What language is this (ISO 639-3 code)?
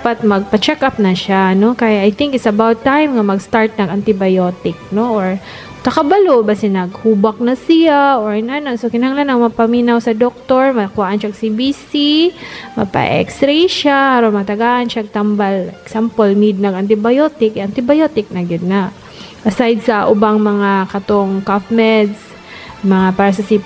ceb